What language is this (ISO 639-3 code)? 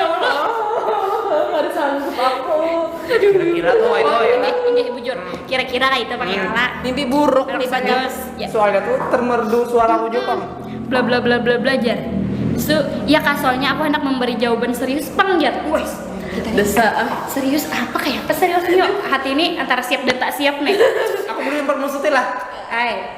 bjn